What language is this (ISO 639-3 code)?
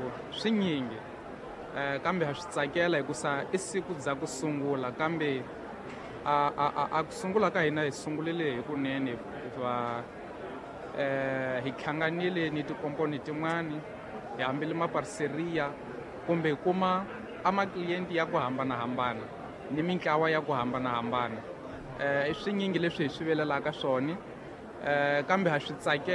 tso